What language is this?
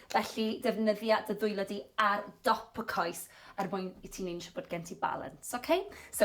Welsh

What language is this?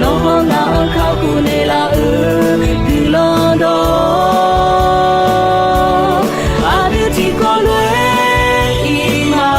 Akha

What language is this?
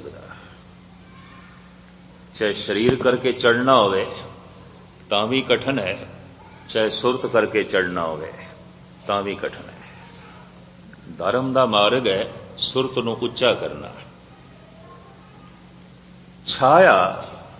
Punjabi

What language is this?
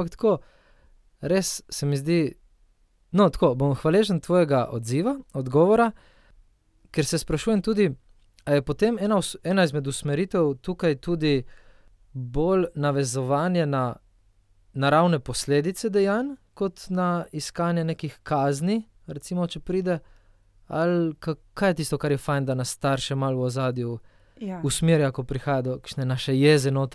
Slovenian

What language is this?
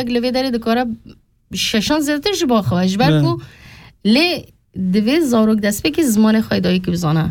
Kurdish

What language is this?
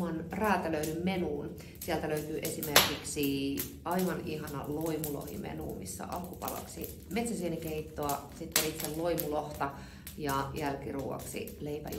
Finnish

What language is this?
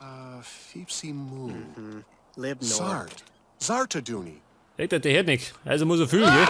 Bavarian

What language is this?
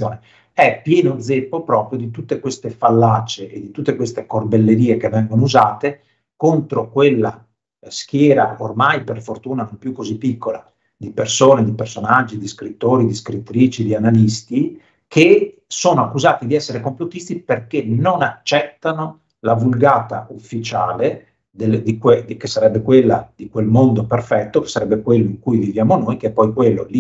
Italian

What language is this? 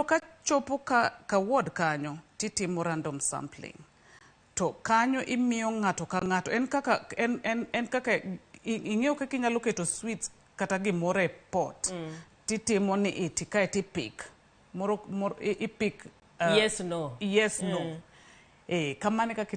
Luo (Kenya and Tanzania)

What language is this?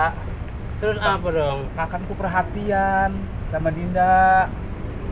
Betawi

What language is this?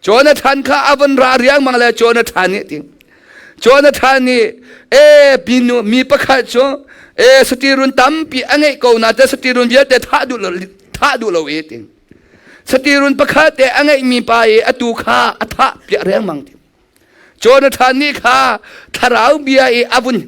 Hakha Chin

